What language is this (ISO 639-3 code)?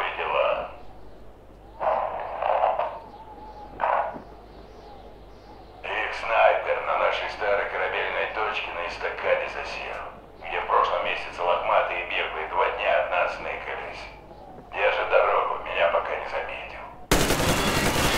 rus